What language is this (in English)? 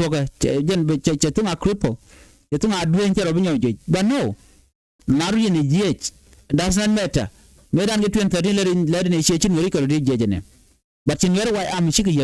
Nuer